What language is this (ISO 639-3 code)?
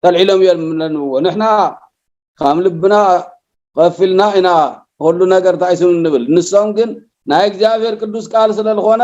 tir